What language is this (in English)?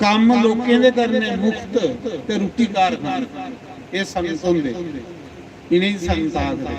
Dogri